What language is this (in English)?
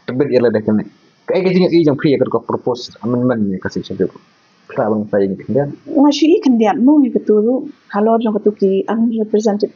Khasi